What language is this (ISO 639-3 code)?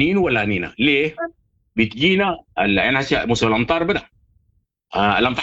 apd